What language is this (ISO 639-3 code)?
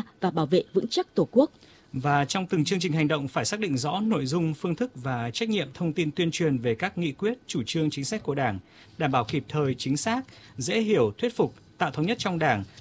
vie